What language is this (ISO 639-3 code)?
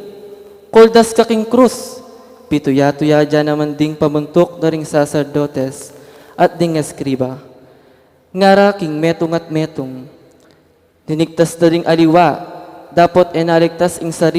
pam